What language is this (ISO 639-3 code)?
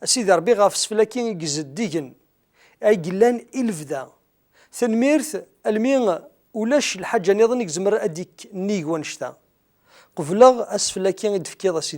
kab